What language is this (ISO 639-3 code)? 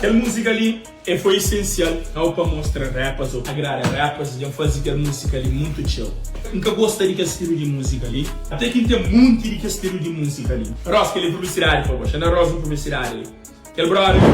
kea